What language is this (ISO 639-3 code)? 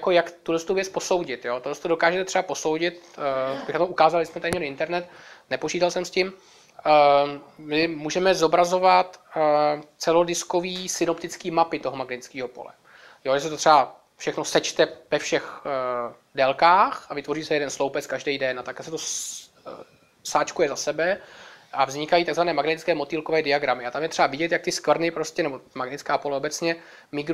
ces